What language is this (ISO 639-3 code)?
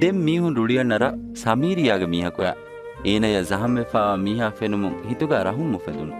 div